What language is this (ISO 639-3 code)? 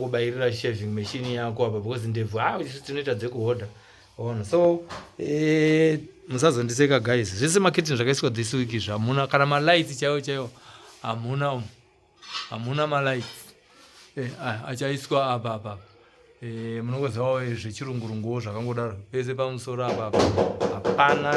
sna